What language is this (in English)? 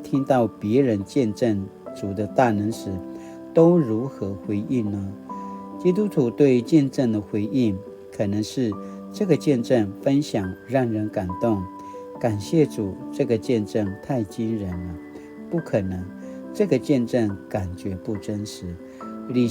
Paiwan